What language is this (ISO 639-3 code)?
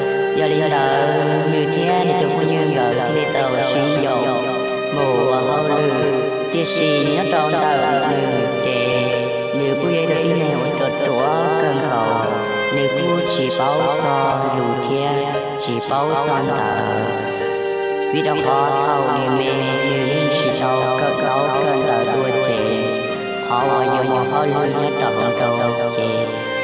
hmn